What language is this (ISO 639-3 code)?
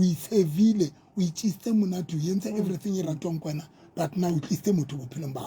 sot